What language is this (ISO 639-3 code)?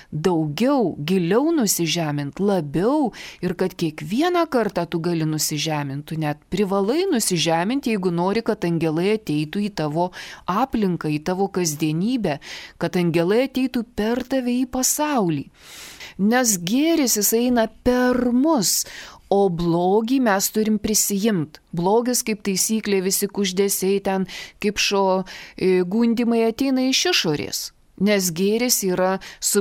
lit